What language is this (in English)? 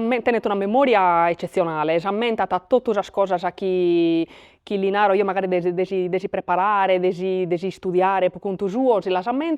Sardinian